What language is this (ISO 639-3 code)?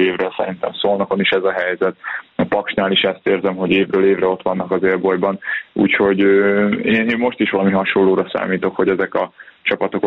hun